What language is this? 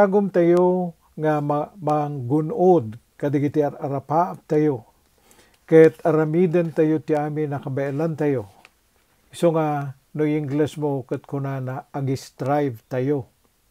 Iloko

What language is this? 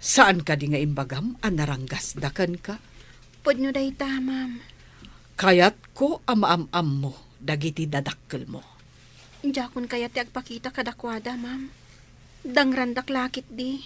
Iloko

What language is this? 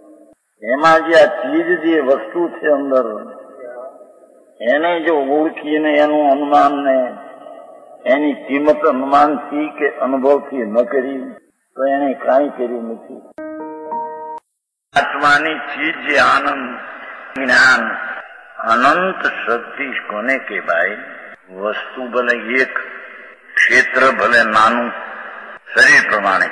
Gujarati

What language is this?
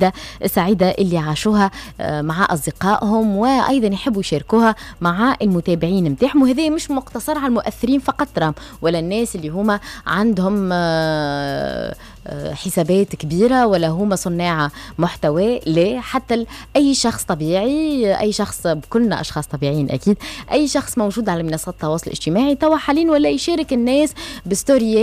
Tunisian Arabic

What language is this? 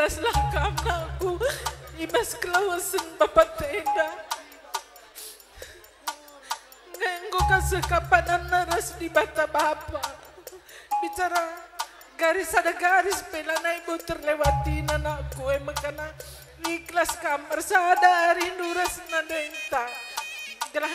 Batak Karo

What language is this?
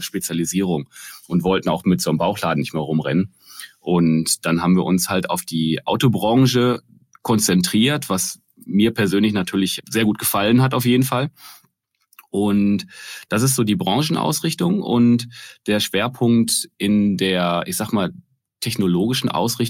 German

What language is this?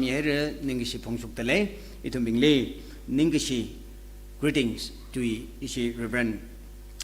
Tangkhul Naga (India)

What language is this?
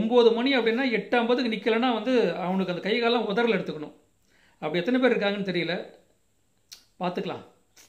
Tamil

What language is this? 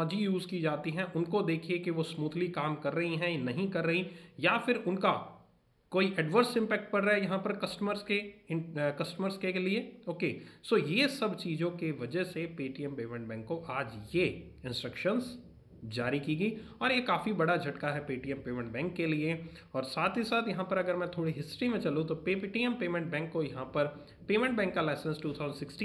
Hindi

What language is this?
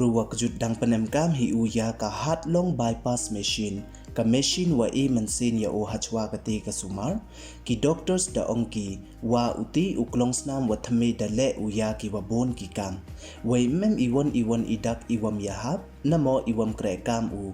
Pnar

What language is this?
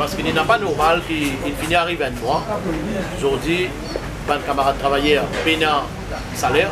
Morisyen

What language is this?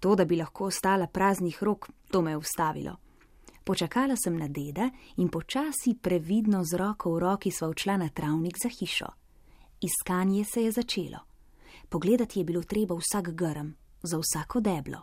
Slovenian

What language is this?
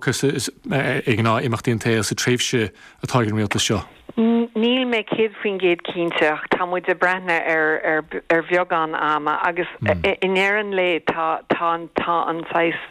Irish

